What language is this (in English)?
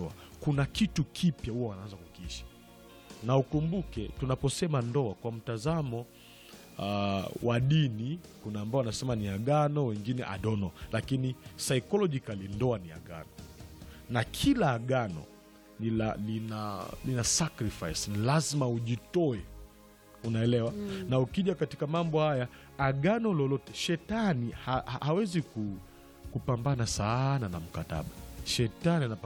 Swahili